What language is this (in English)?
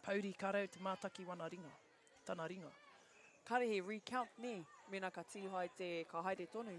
Māori